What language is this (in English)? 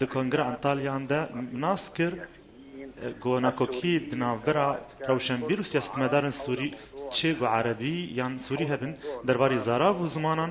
Kurdish